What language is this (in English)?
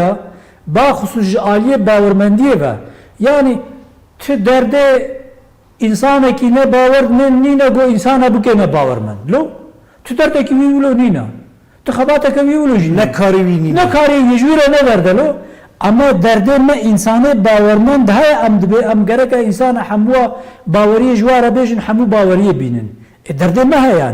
Kurdish